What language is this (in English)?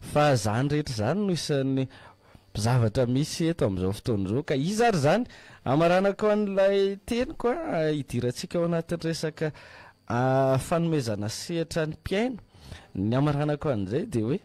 Malagasy